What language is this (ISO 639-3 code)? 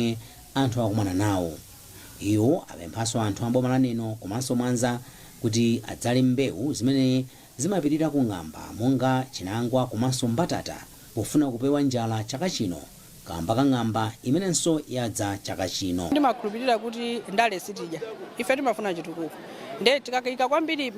nya